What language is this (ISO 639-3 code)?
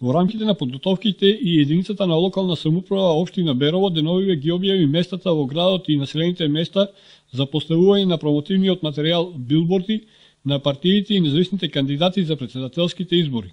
mkd